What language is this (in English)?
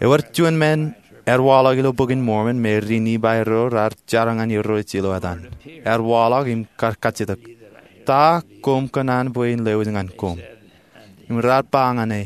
Marshallese